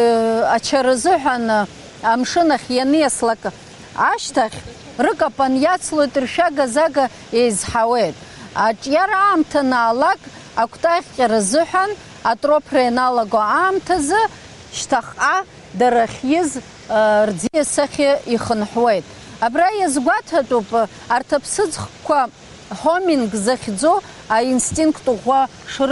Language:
Abkhazian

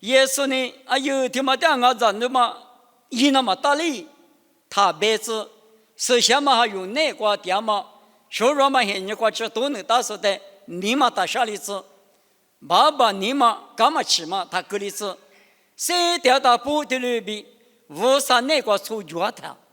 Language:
Lisu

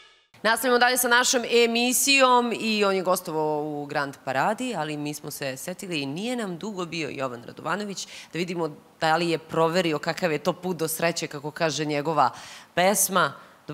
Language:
Serbian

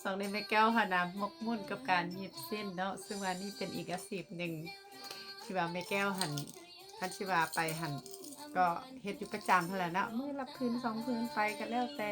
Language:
Lao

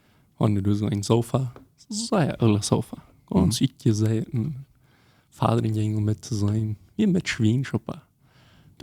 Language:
Plautdietsch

